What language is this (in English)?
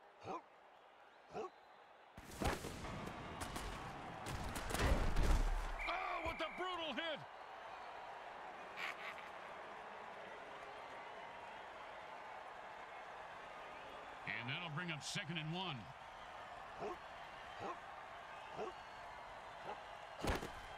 English